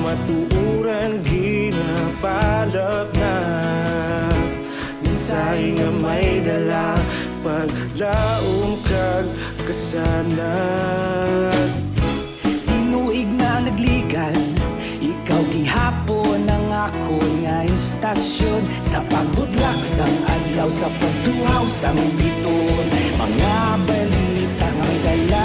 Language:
Hiligaynon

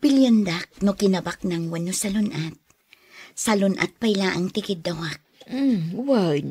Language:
Iloko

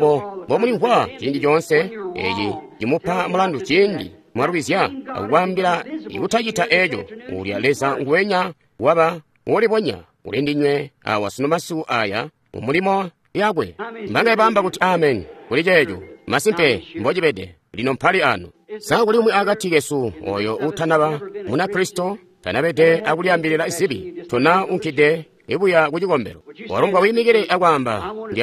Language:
Tonga (Zambia)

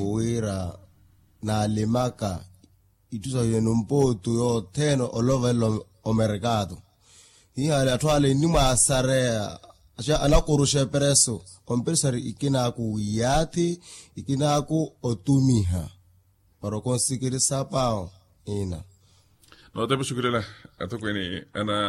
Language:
Makhuwa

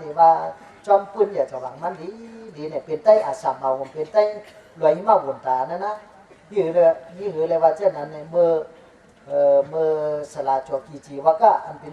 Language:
Shan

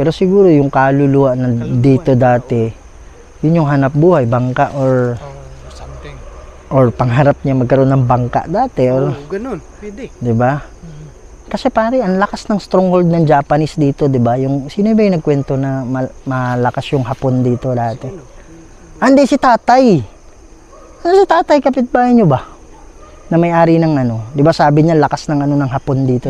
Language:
Filipino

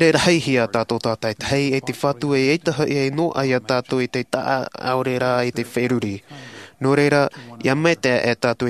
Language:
Tahitian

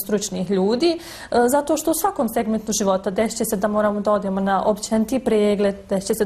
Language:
Bosnian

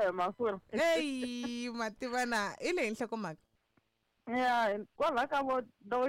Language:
Tsonga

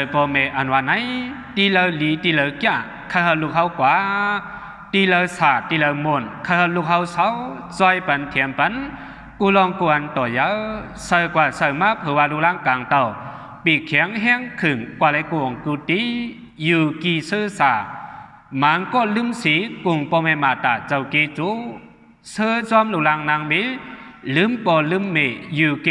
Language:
Shan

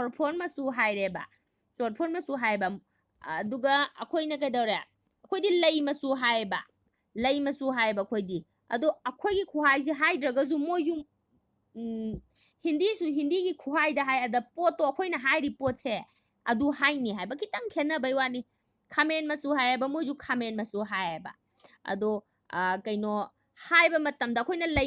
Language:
Manipuri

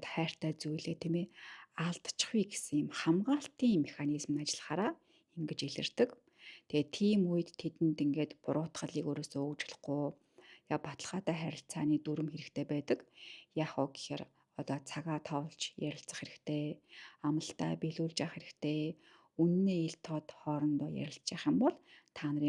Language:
Mongolian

